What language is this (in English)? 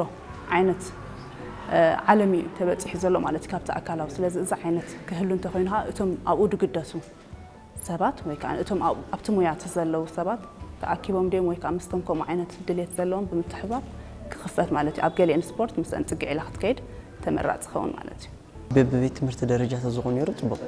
Tigrinya